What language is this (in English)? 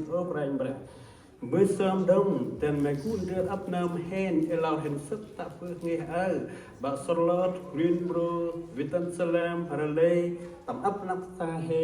Central Mnong